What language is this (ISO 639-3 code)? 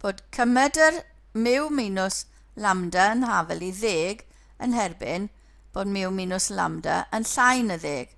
cym